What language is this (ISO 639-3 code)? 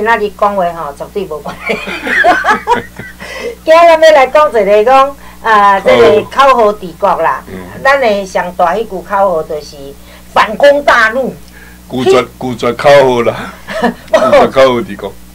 nan